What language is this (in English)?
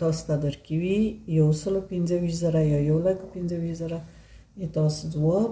Pashto